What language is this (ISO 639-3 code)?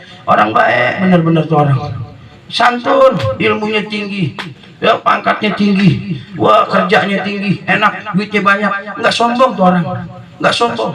bew